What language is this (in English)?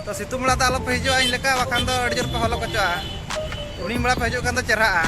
Santali